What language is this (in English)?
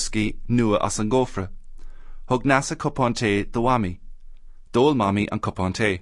Irish